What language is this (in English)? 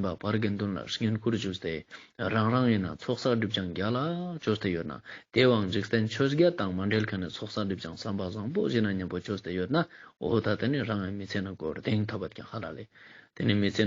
Ladakhi